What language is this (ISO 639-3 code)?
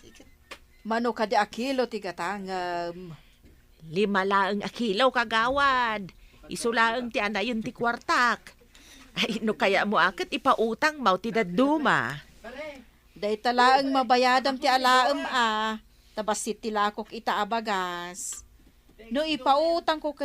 ilo